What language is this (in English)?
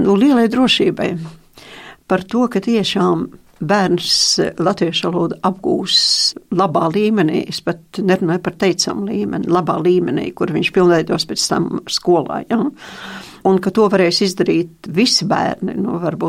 Latvian